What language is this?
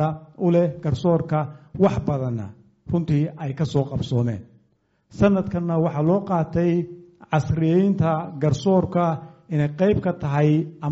Somali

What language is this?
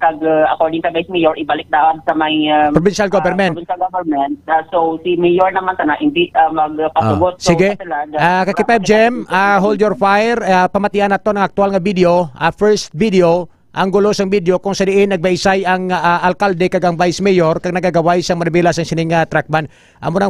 Hiligaynon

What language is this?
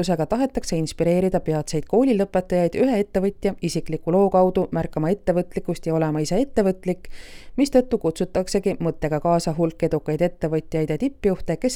Estonian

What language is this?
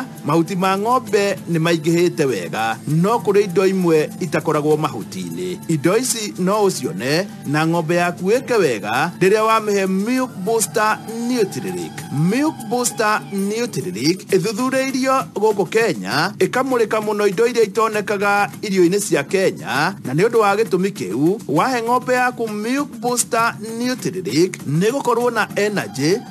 Kikuyu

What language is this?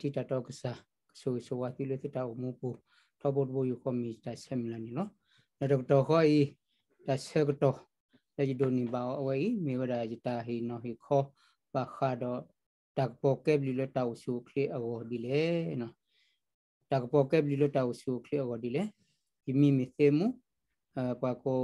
S'gaw Karen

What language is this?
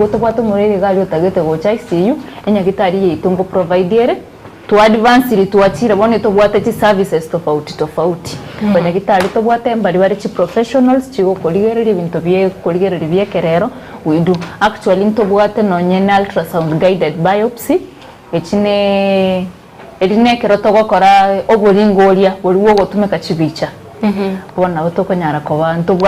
Gusii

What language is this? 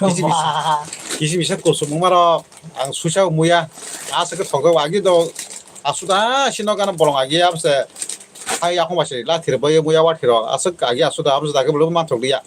Kok Borok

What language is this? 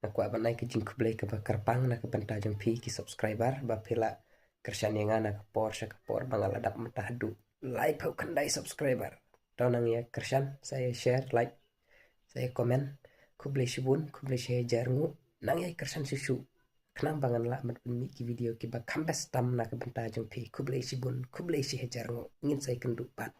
Khasi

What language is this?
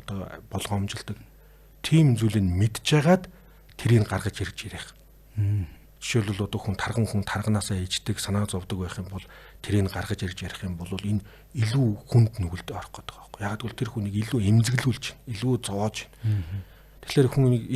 Mongolian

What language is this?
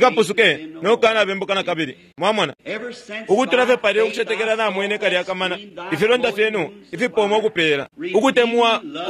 Bemba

